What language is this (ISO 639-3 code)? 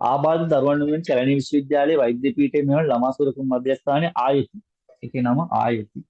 sin